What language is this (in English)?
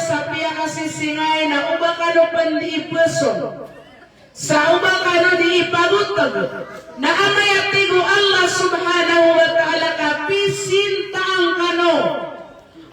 Maranao